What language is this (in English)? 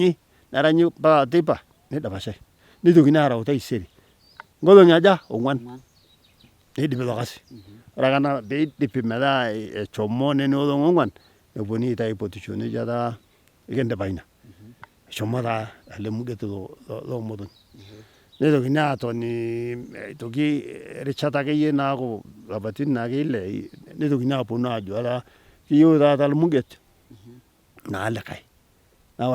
Masai